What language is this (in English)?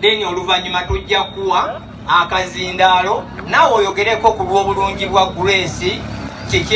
Ganda